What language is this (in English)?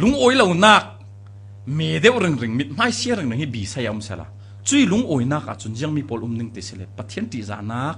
Falam Chin